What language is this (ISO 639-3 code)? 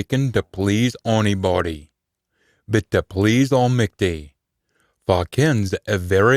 sco